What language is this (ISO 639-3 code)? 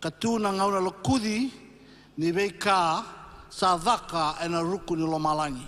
fij